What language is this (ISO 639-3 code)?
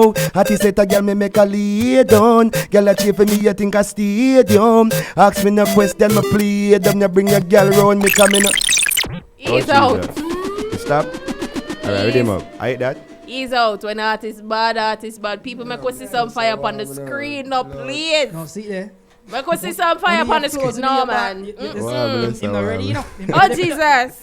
jam